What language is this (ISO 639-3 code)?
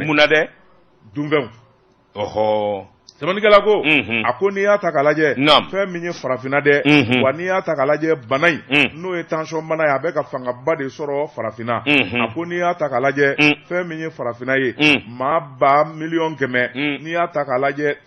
bam